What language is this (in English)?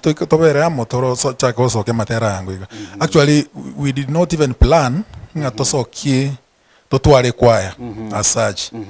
Gusii